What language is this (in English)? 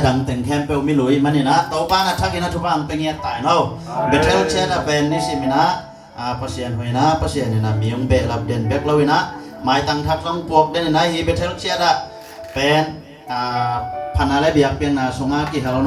Tedim Chin